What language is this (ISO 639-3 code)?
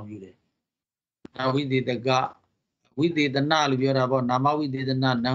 mya